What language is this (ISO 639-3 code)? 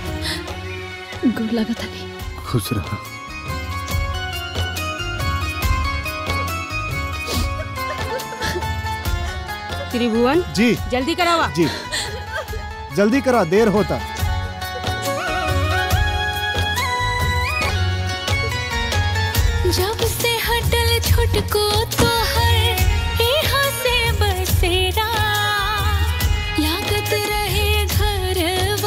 bho